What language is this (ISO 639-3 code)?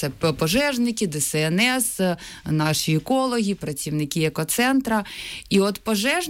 ukr